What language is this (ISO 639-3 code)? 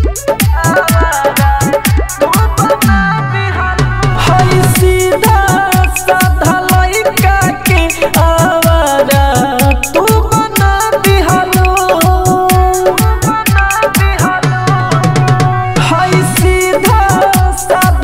bho